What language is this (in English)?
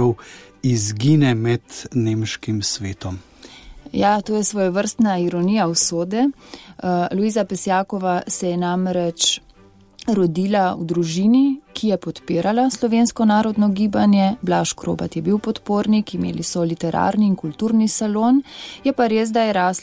Slovenian